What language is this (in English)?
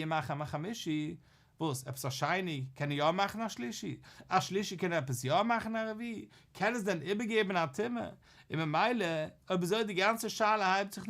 Yiddish